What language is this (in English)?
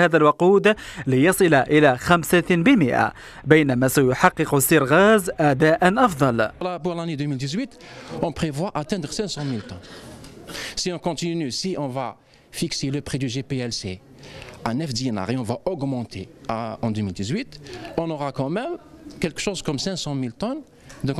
Arabic